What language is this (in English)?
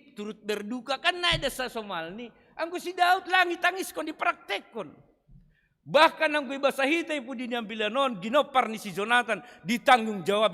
Batak Simalungun